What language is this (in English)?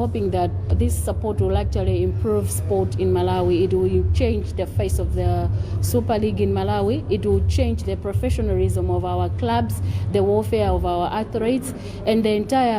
English